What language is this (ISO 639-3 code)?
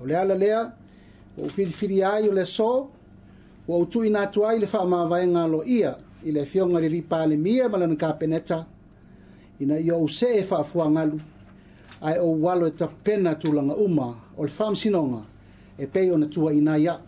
smo